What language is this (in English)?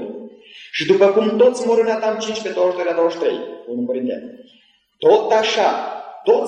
Romanian